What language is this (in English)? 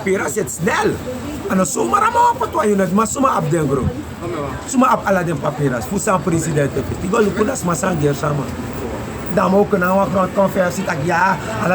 Sranan Tongo